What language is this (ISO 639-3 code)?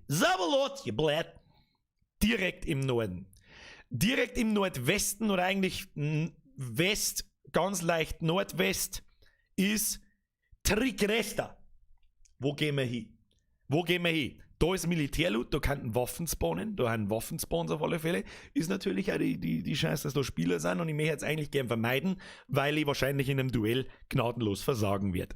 bar